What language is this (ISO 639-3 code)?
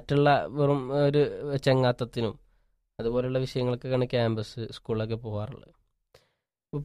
mal